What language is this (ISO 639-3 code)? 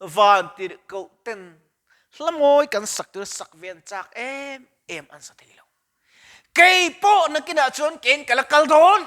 lus